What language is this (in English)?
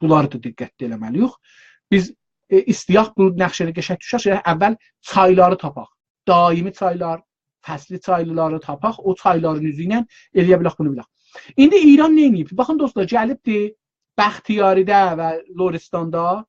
South Azerbaijani